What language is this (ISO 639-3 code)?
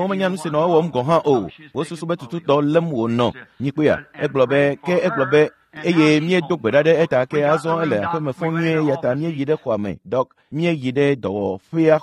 ewe